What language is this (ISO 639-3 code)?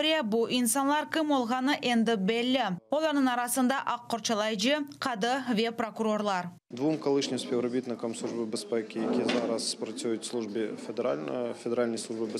crh